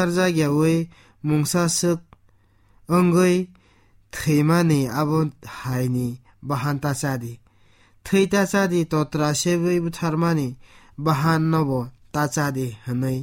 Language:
Kok Borok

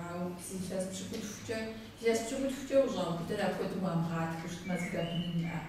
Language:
Kabardian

